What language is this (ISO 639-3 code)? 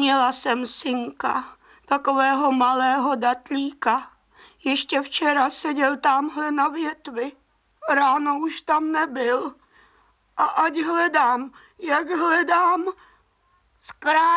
ces